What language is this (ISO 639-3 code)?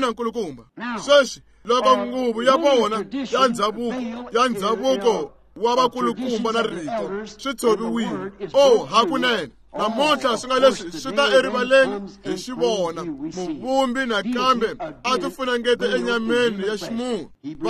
tso